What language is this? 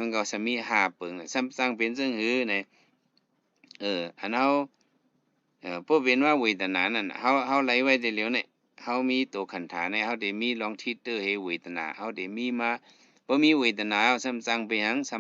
Shan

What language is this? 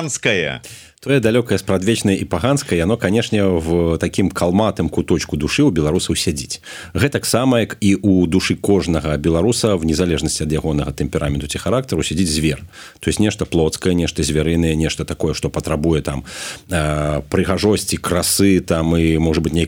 Belarusian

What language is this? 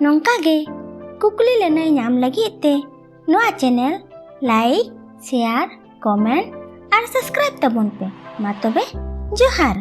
Santali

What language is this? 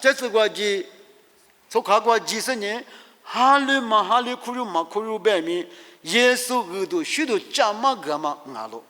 Lisu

